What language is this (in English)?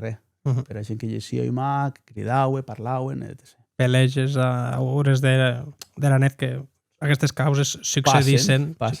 Occitan